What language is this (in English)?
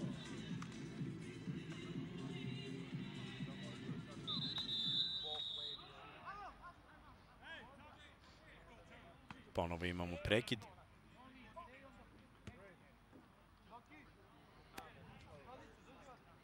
Serbian